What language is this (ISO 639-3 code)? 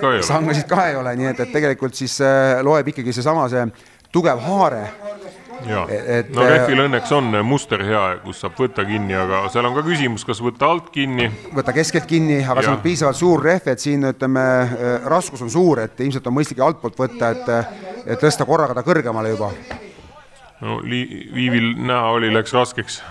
est